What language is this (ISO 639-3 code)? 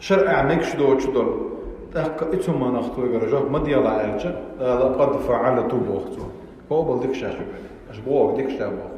che